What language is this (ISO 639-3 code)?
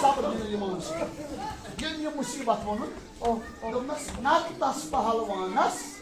kas